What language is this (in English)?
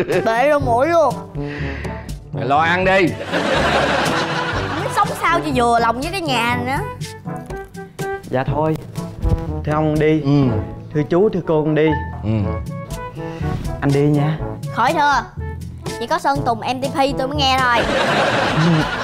Vietnamese